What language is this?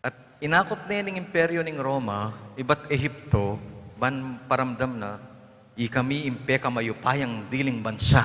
Pampanga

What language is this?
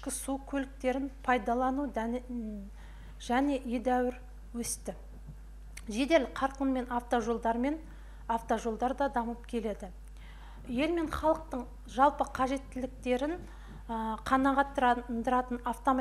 Kazakh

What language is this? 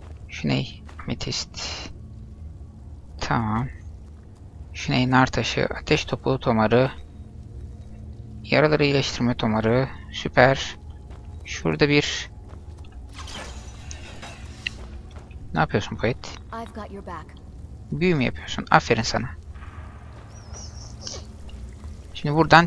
Turkish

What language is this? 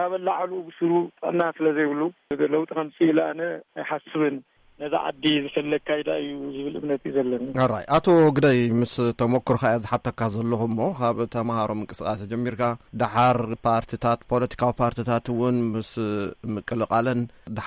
Tigrinya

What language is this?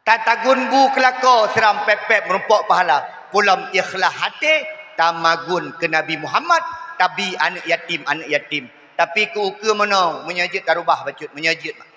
Achinese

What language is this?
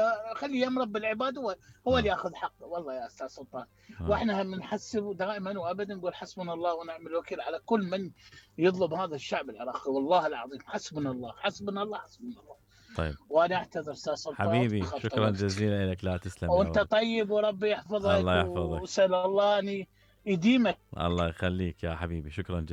Mesopotamian Arabic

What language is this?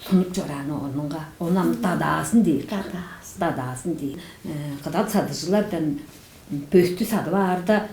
Tuvinian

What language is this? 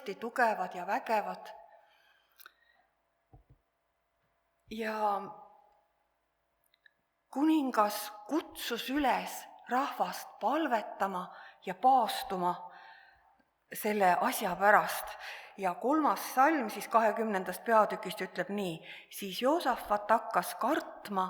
Estonian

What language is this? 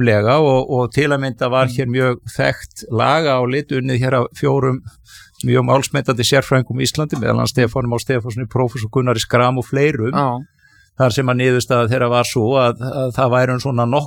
Icelandic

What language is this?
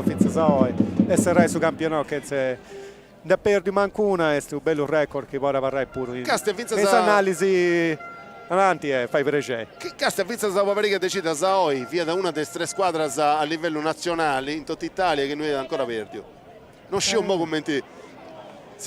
Sardinian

